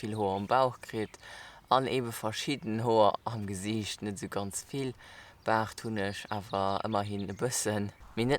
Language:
Luxembourgish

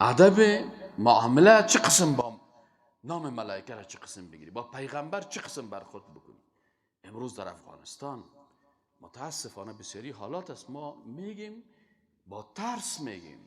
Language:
Persian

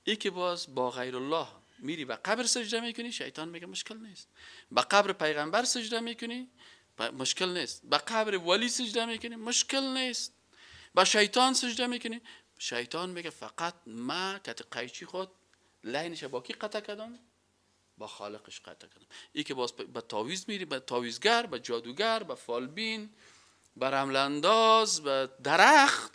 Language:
Persian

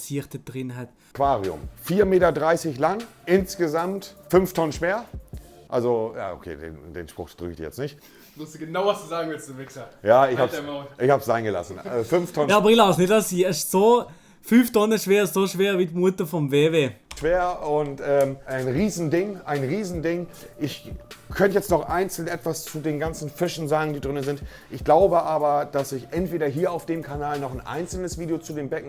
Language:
Swiss German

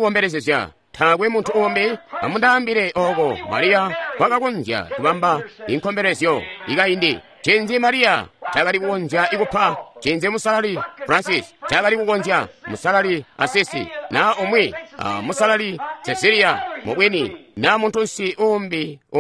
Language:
Tonga (Zambia)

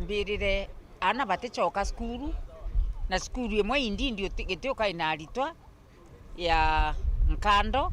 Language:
Meru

